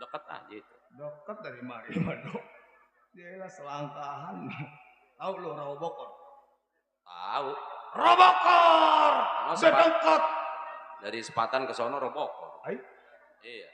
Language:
Betawi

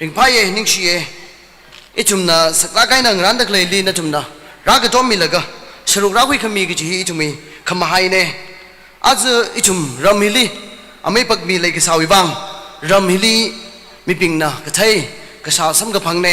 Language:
Tangkhul Naga (India)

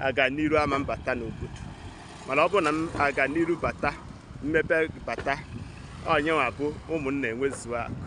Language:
Igbo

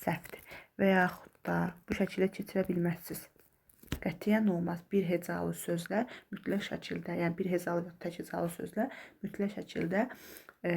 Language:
Azerbaijani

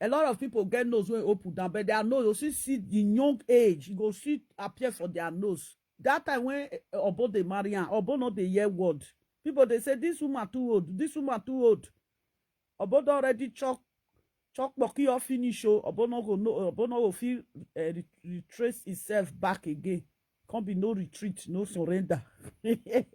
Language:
Nigerian Pidgin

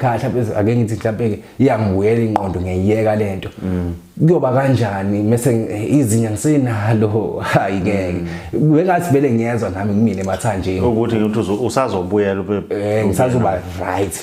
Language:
Zulu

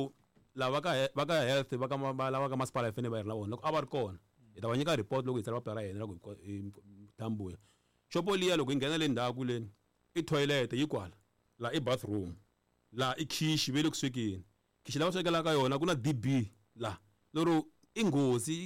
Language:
Tsonga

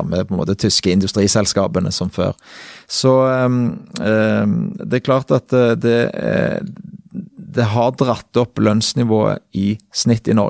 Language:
Norwegian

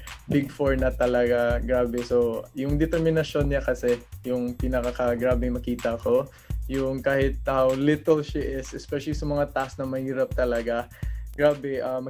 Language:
Filipino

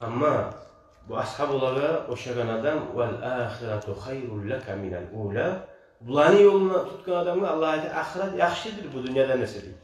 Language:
Kumyk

